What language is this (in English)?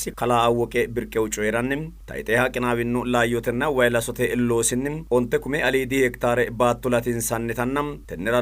Sidamo